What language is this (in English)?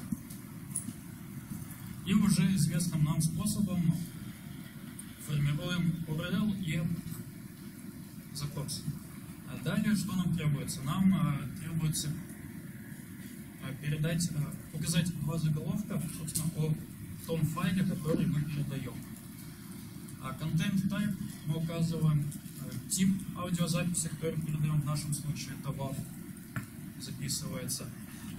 Russian